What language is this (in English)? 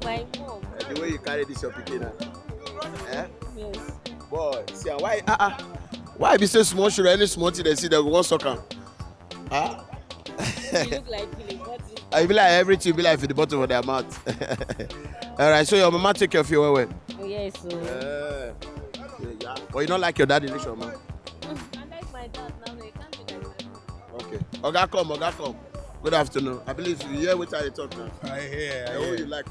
Nigerian Pidgin